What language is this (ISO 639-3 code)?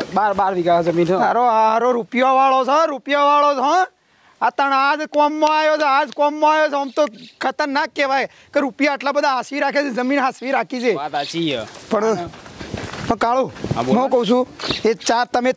guj